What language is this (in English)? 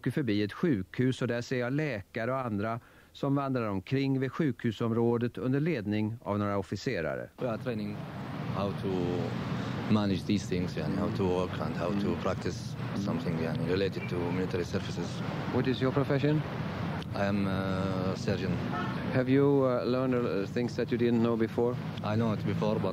Swedish